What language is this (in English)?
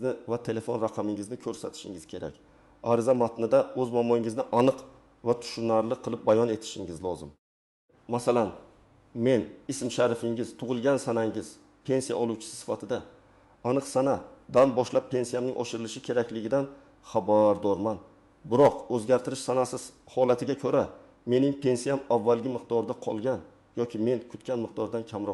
Uzbek